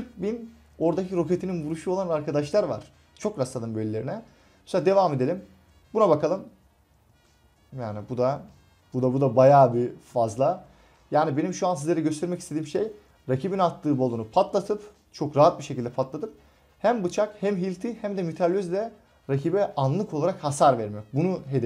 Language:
Turkish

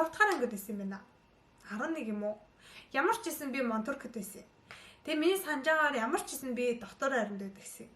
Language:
Mongolian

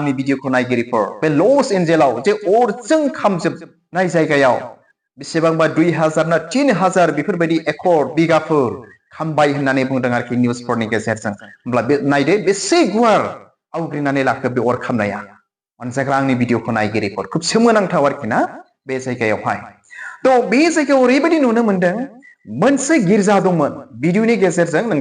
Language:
Bodo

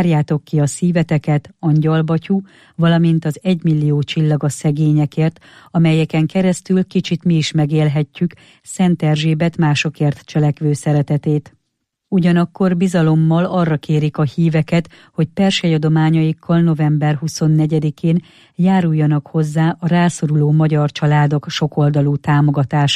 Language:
Hungarian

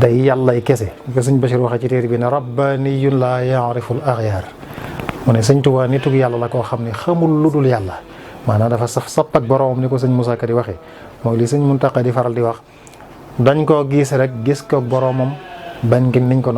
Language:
Wolof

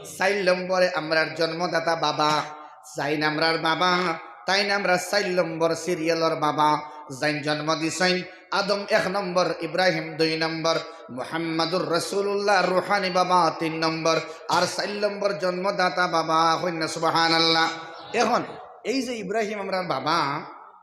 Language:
Sylheti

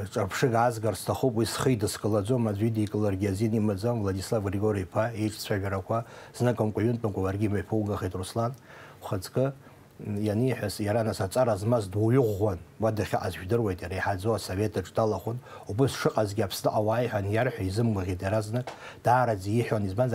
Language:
Abkhazian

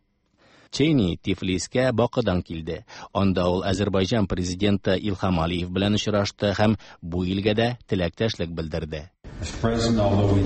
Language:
Tatar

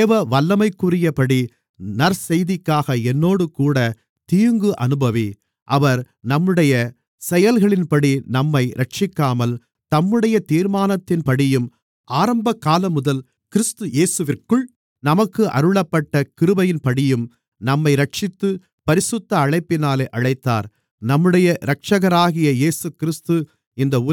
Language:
Tamil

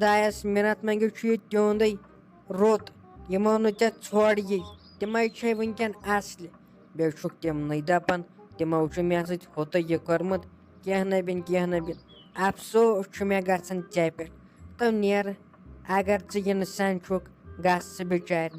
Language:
Kashmiri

